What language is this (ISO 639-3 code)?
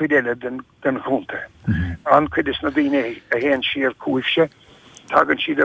gle